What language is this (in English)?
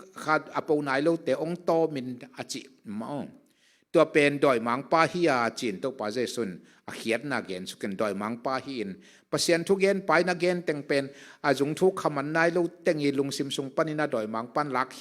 Tedim Chin